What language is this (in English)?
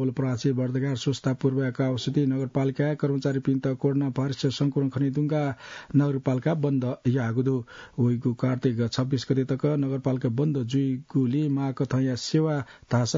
Newari